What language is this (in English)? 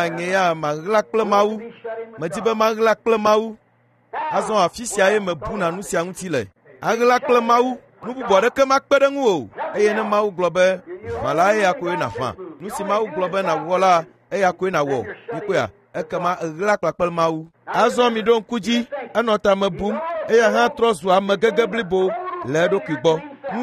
Ewe